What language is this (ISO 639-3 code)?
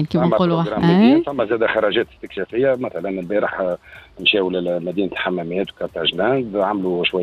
aeb